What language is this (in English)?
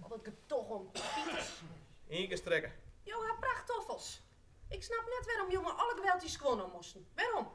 Western Frisian